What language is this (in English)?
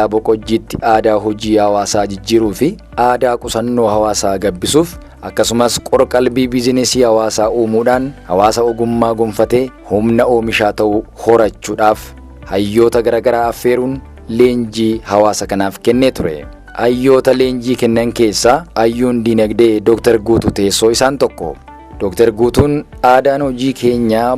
Oromo